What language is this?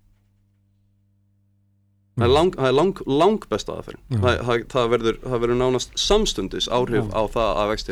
Icelandic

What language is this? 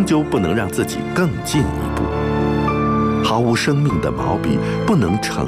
Chinese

